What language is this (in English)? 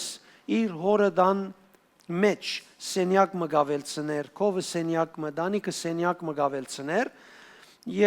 Western Armenian